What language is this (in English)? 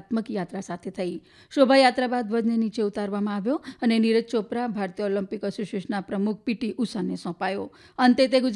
Gujarati